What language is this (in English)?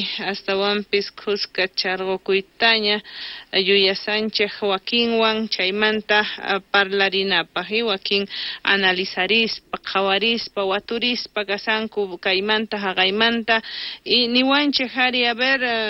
South Bolivian Quechua